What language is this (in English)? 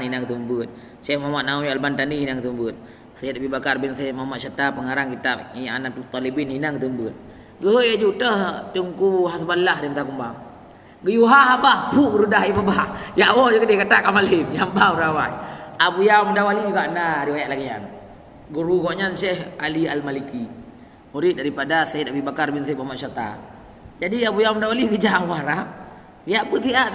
Achinese